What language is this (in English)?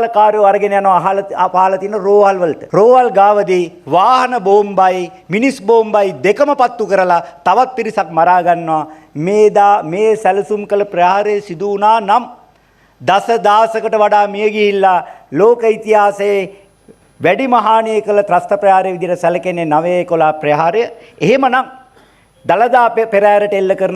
Sinhala